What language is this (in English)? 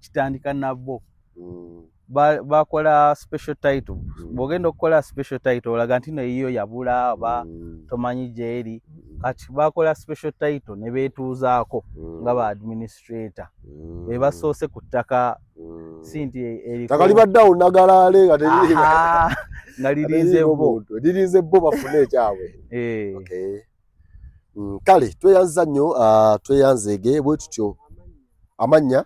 Ganda